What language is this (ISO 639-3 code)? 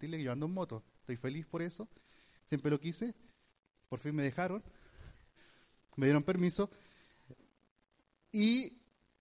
spa